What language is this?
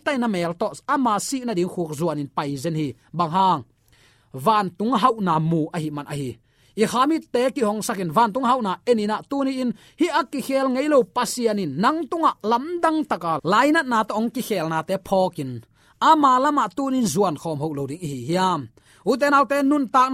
Tedim Chin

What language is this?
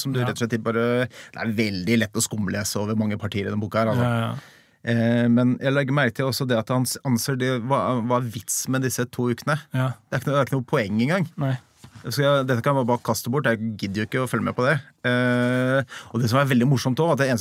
Norwegian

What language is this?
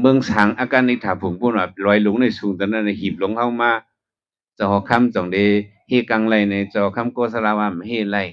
Shan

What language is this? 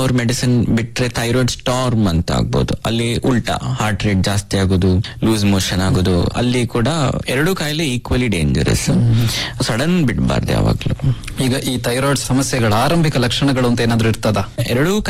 Kannada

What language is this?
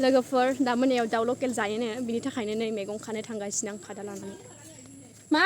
Bodo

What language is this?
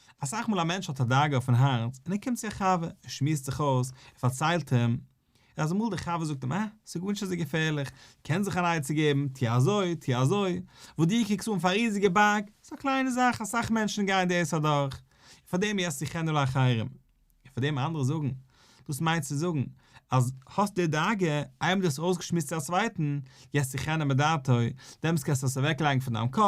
Yiddish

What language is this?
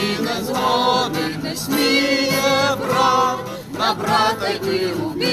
Ukrainian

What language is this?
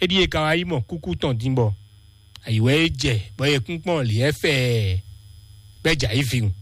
Fon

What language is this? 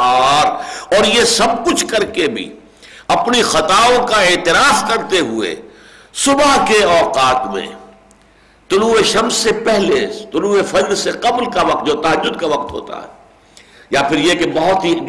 Urdu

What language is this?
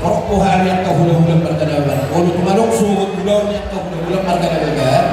Batak Toba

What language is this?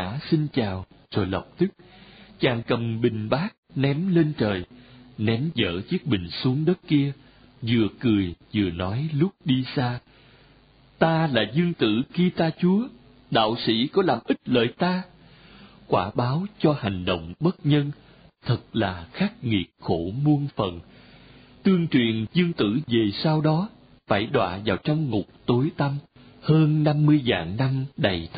Vietnamese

